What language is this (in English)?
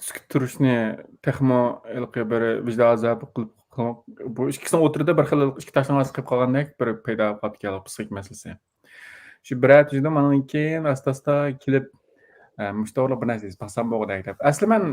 Uyghur